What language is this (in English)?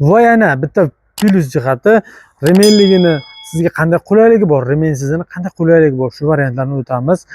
Uzbek